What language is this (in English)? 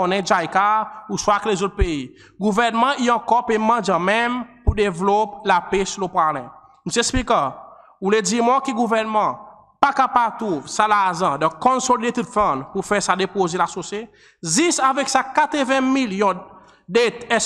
Seselwa Creole French